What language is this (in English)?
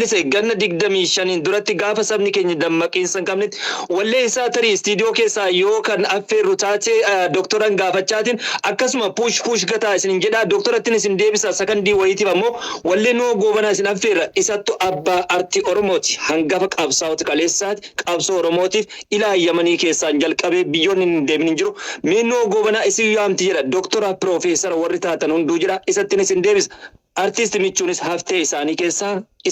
Oromo